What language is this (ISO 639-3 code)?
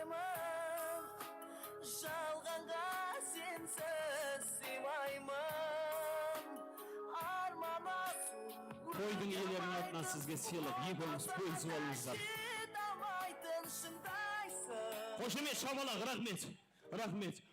kaa